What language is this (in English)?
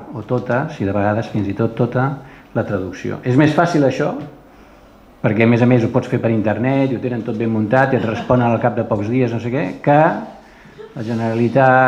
Catalan